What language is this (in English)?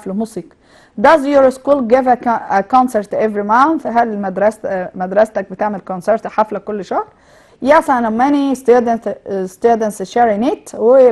Egyptian Arabic